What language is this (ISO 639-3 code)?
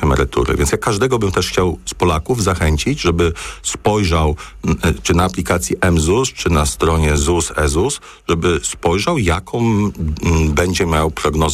pol